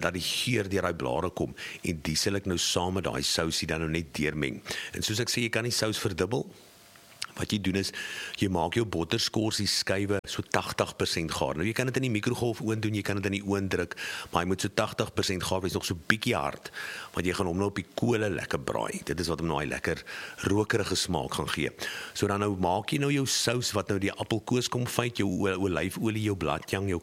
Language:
Afrikaans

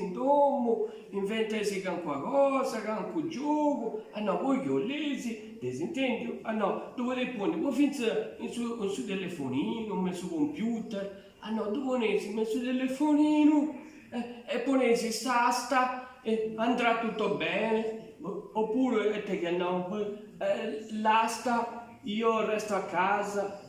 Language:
Sardinian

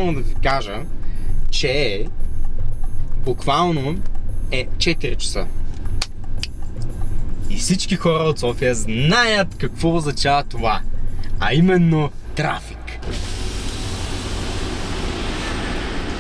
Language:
Bulgarian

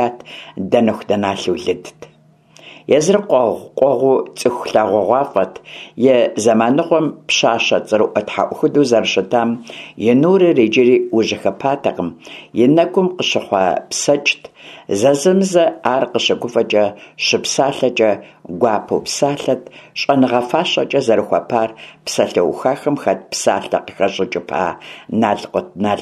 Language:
Kabardian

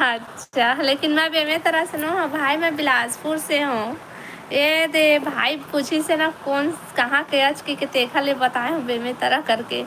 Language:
Chhattisgarhi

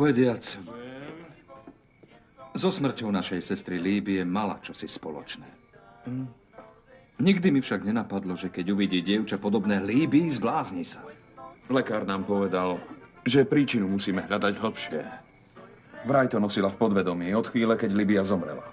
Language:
Slovak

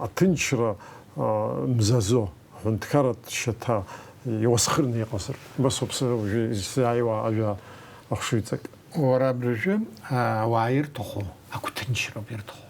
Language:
Abkhazian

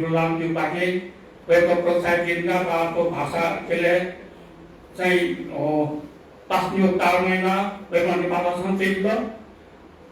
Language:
Newari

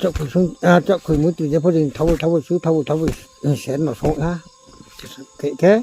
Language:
Riang (India)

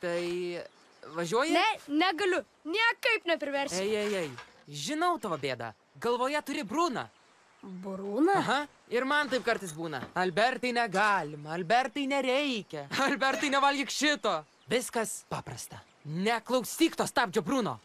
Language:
Lithuanian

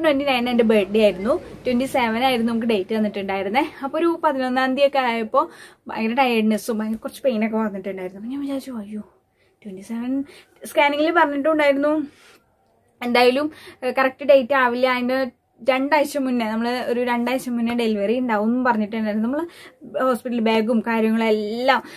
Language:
Malayalam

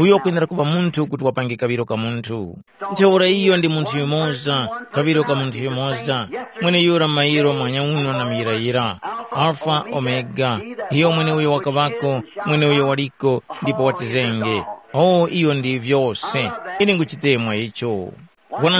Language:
Tumbuka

